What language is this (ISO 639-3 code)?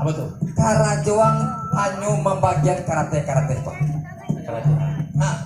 min